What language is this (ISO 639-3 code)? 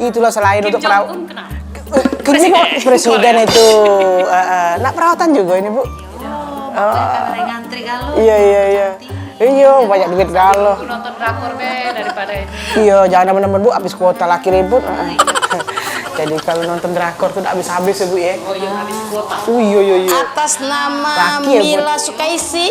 mui